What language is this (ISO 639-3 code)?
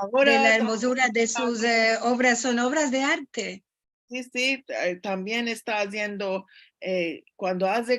lad